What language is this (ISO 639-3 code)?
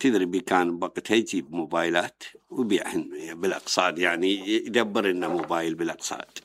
acm